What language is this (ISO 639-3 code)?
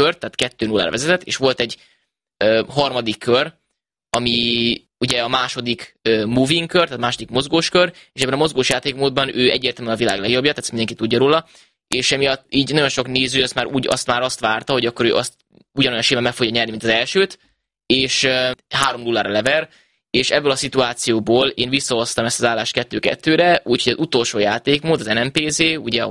hun